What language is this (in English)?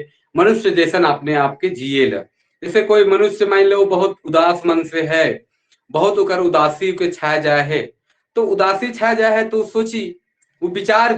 Sadri